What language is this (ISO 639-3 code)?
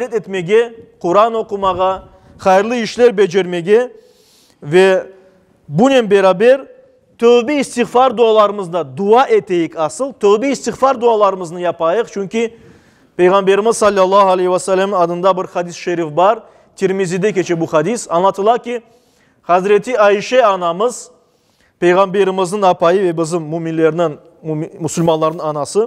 crh